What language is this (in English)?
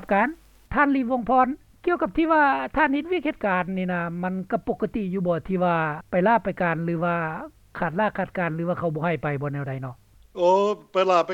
Lao